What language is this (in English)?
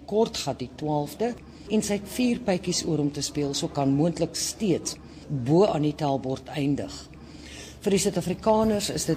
Afrikaans